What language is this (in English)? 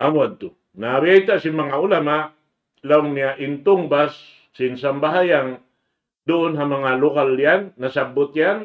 Tausug